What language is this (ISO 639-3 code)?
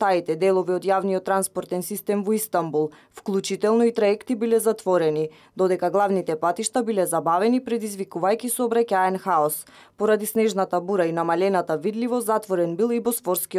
mkd